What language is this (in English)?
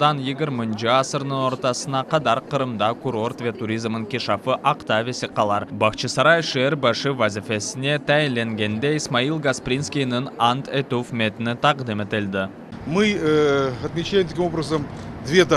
Crimean Tatar